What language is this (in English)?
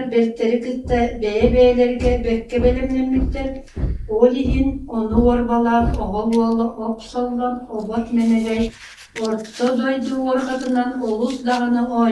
Yakut